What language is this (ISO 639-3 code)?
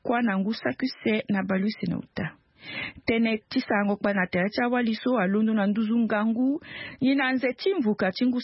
sag